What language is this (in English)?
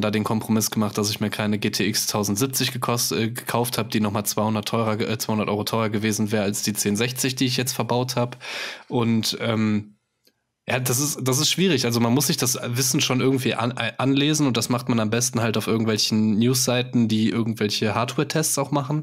German